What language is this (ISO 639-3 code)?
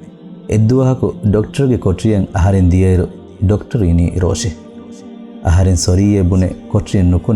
div